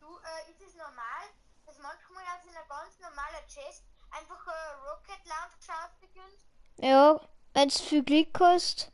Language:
Bavarian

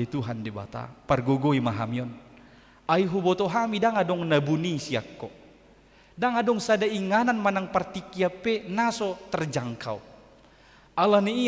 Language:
Batak Toba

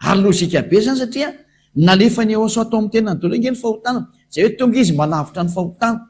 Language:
Malagasy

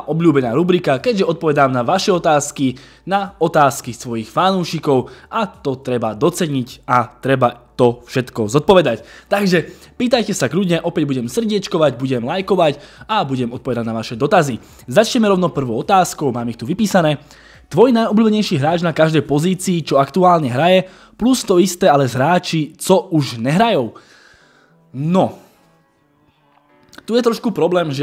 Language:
Slovak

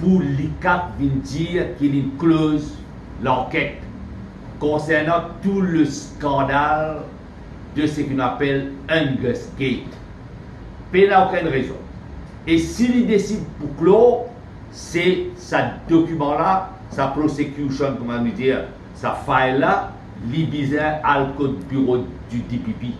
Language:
Morisyen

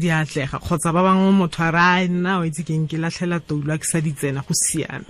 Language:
Tswana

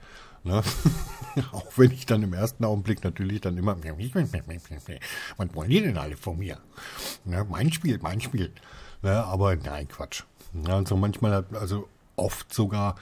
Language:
German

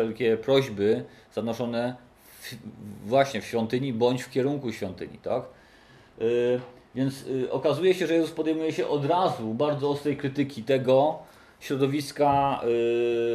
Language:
Polish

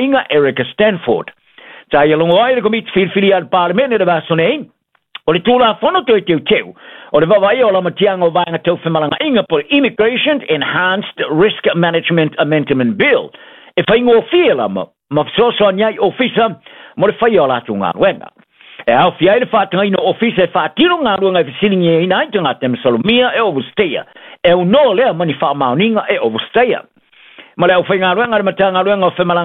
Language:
Samoan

